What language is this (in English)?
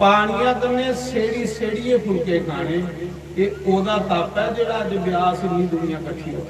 Dogri